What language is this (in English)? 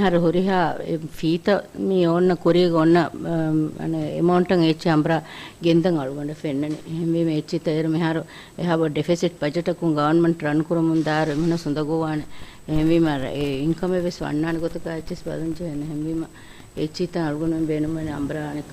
Divehi